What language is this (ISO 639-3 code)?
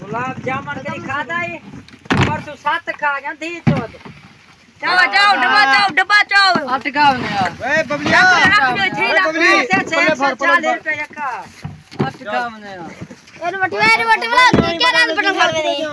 skr